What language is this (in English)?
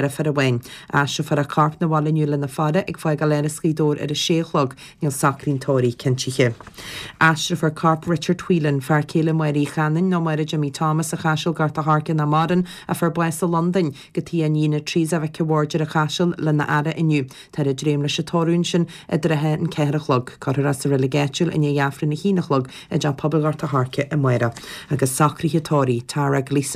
Irish